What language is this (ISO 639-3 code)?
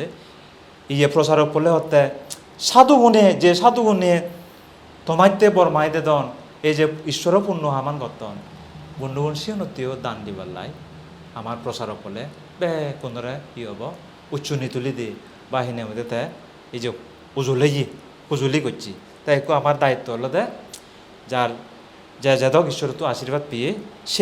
ccp